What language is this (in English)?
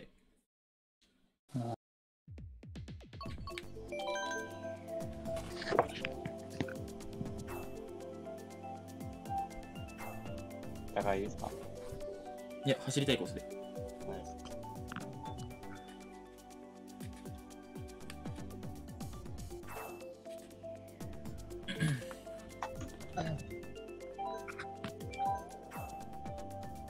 Japanese